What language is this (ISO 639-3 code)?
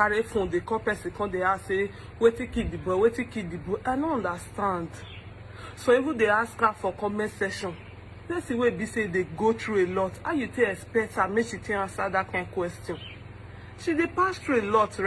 pcm